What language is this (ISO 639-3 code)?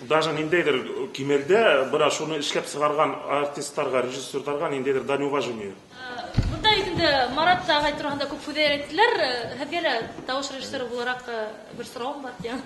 bak